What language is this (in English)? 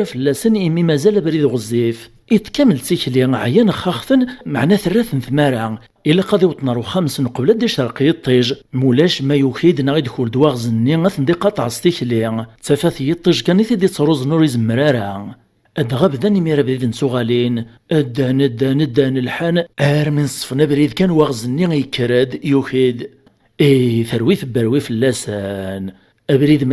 Kabyle